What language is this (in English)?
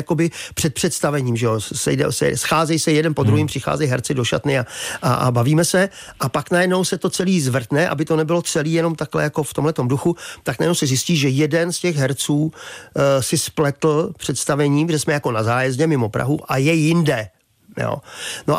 Czech